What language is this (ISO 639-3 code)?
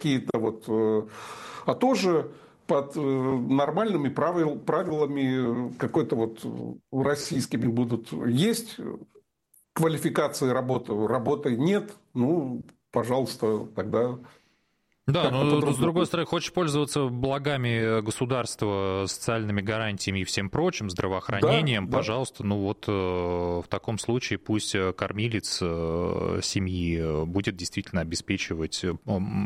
rus